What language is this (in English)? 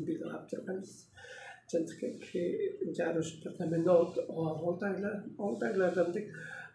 Tuvinian